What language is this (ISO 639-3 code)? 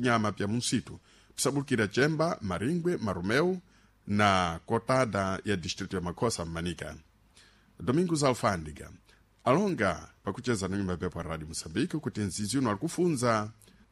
seh